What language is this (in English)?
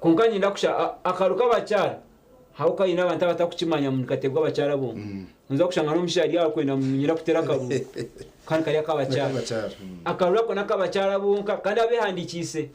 Nyankole